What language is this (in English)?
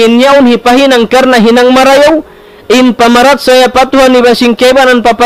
Tausug